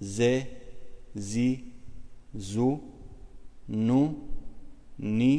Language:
Albanian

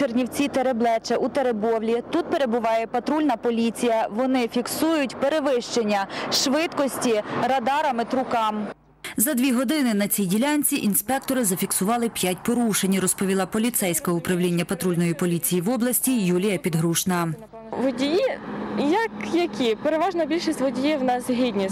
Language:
Ukrainian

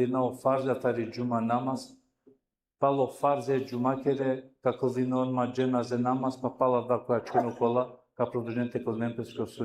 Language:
Balkan Romani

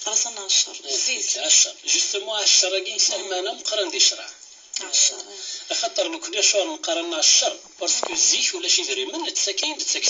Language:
Kabyle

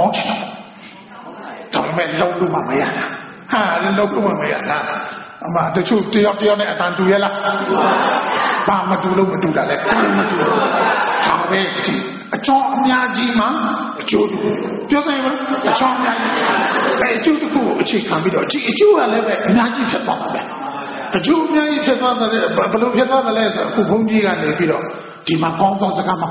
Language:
Burmese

